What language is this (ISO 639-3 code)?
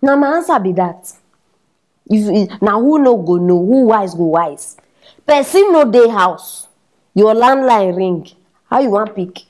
pcm